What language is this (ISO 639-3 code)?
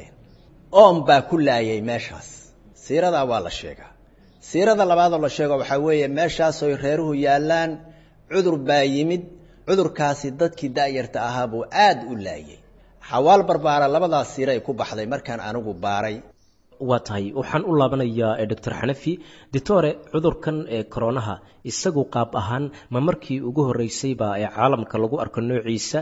som